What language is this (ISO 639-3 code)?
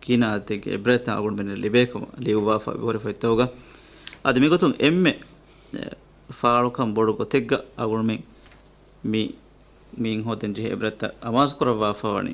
div